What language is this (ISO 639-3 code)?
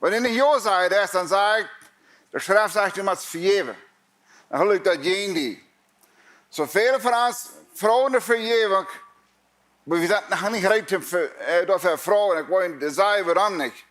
pdt